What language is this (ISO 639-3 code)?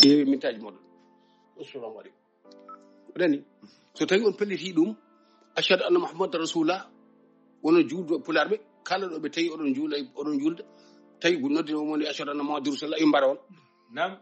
ful